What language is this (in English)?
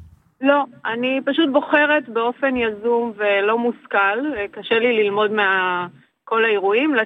Hebrew